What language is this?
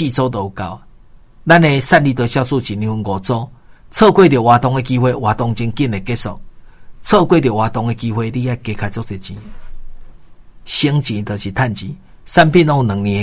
Min Nan Chinese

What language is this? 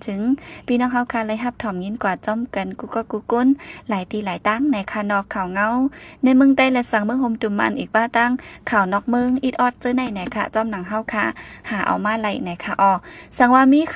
Shan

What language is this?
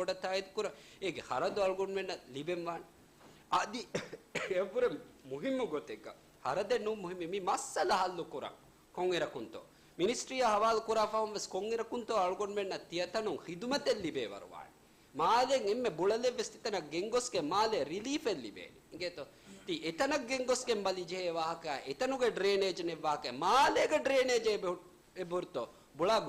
Divehi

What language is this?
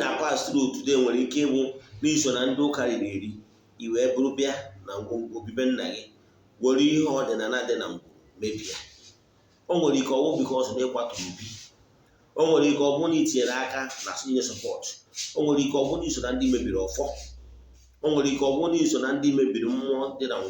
Igbo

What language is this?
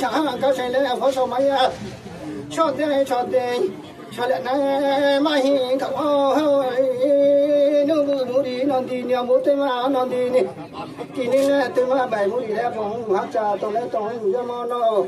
Riang (India)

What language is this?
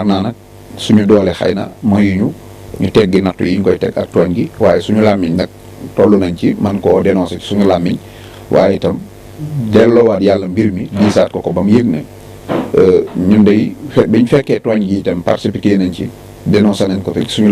Wolof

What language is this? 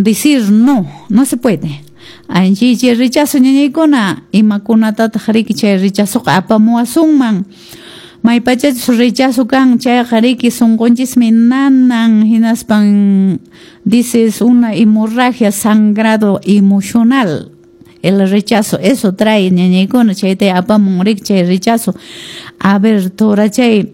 Quechua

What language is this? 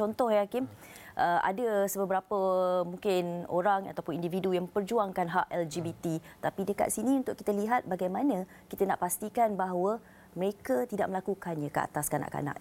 Malay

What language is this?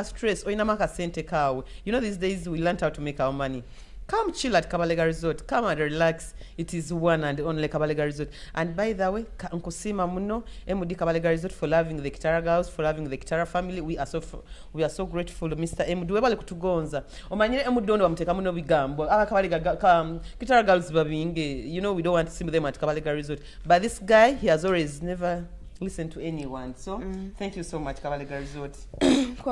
Nyoro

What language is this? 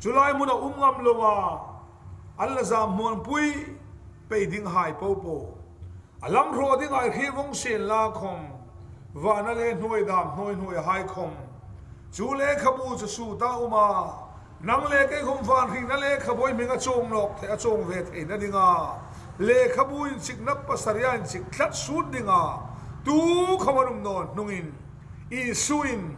Hmar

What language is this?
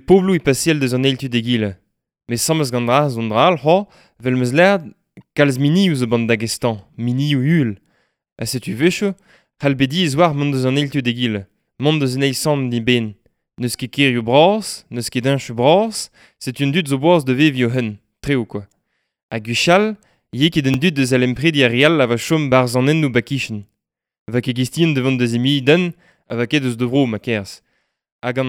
Breton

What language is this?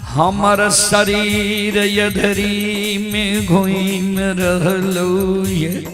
Maithili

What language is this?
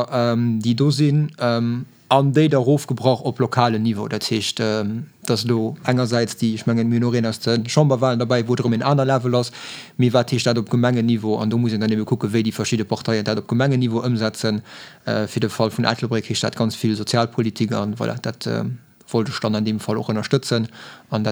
Luxembourgish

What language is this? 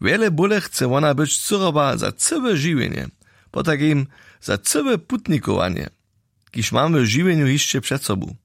Upper Sorbian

